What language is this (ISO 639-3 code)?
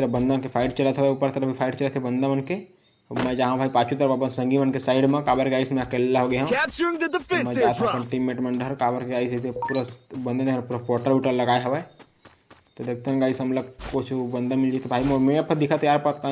hne